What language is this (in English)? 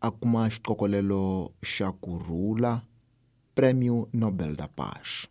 Tsonga